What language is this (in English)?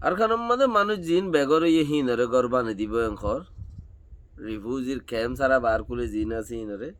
Rohingya